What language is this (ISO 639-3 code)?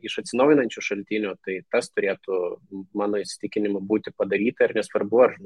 lit